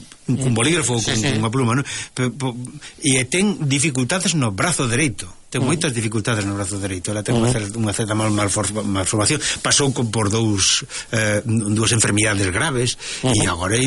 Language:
Galician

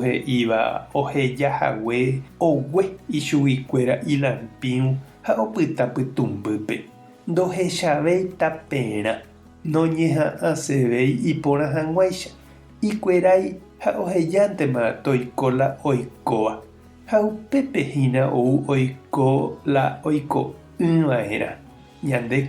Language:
Guarani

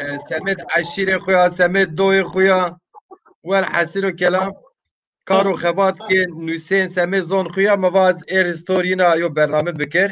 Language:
Zaza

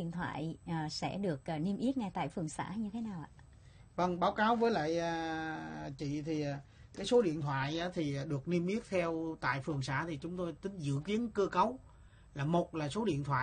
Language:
Vietnamese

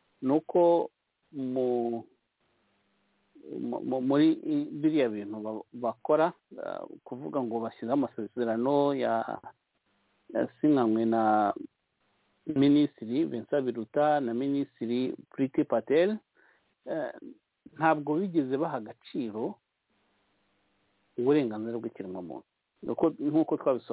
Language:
Kinyarwanda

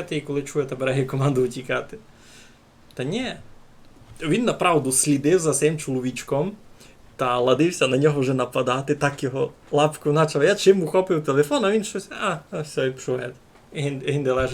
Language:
Rusyn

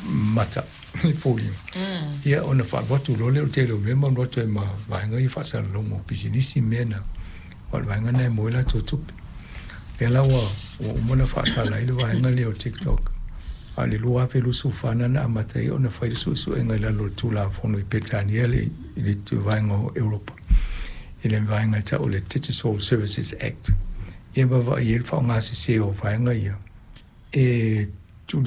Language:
Samoan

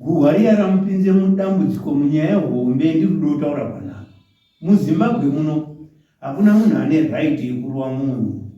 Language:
Shona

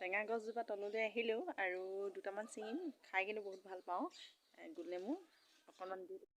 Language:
Assamese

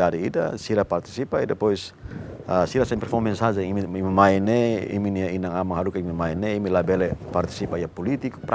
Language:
Tetum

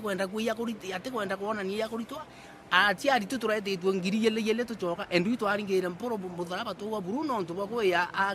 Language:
Meru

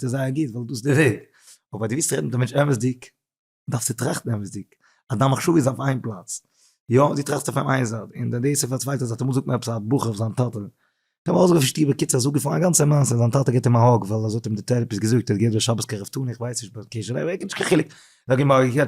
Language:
Yiddish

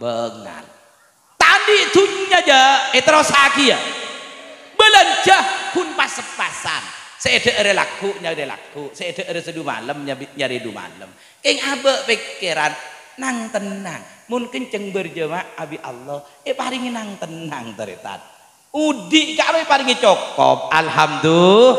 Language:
Madurese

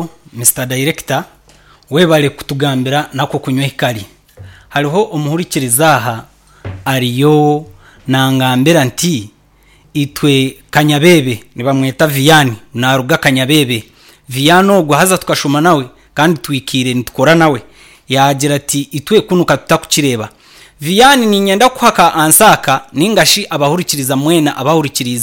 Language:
Nyankole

